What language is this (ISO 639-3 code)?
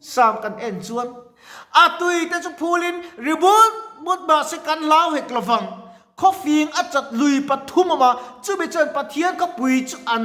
lus